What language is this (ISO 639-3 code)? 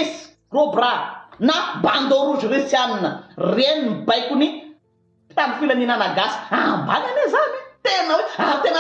mlg